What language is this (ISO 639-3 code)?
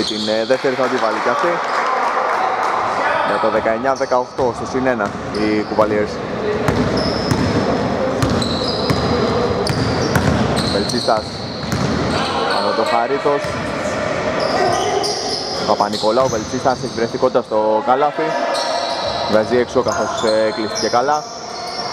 ell